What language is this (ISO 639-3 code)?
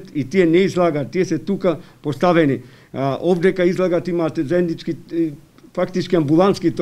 mkd